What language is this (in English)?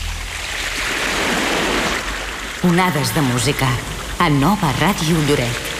Catalan